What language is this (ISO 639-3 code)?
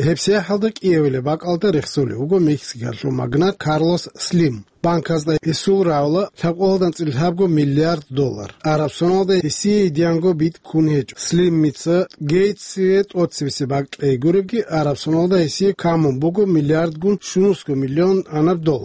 ava